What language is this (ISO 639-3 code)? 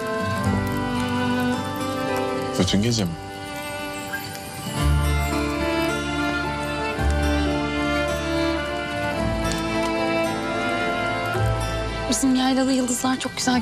tur